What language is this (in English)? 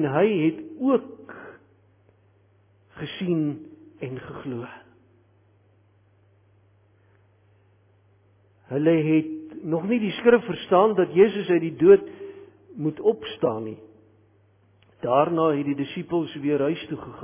Afrikaans